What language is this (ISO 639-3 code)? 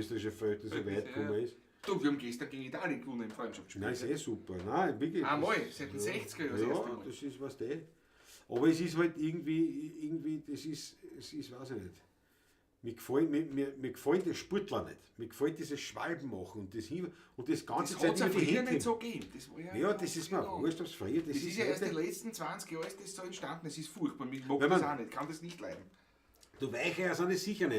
bar